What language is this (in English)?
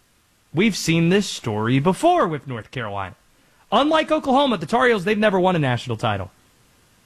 English